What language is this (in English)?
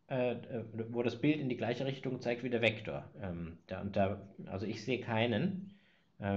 German